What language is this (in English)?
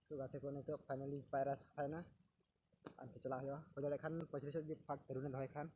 Santali